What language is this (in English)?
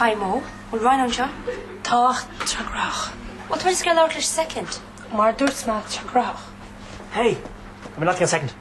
Irish